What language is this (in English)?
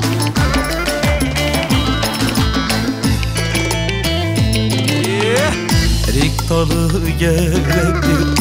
Turkish